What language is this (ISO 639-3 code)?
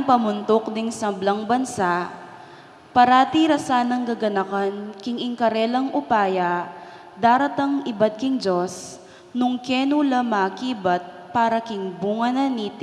pam